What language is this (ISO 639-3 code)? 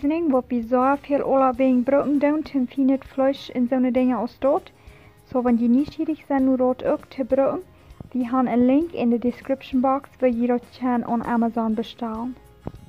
pdt